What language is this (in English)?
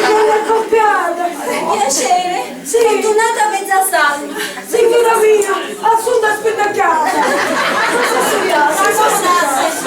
Sicilian